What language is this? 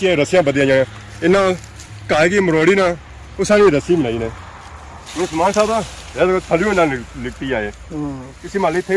Pahari-Potwari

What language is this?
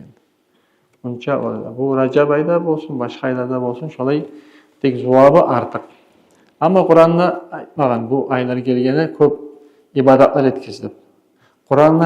Kumyk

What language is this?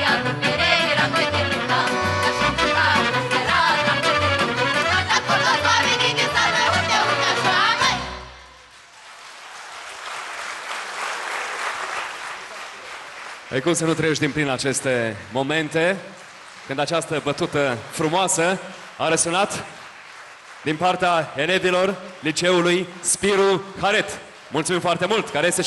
Romanian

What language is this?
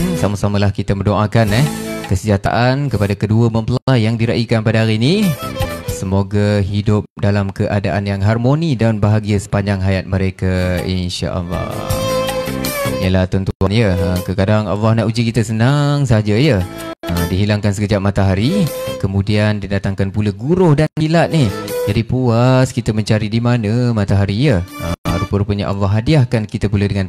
Malay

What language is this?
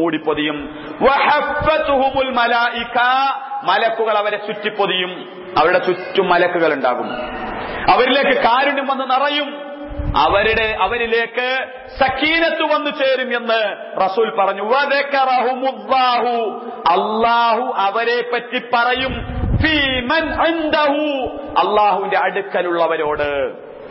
Malayalam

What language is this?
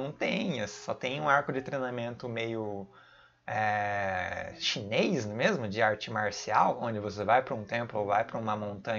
Portuguese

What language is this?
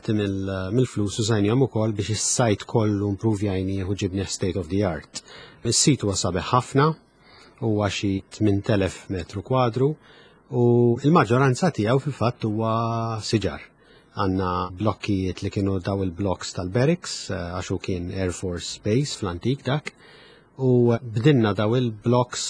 Maltese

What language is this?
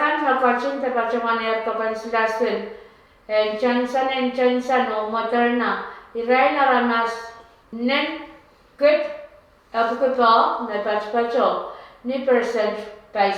Pohnpeian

